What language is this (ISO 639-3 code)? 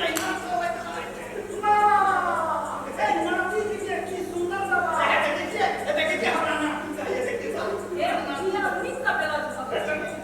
mai